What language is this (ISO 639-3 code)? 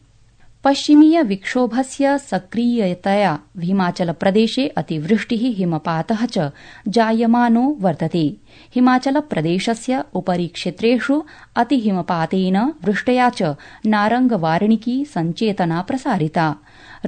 san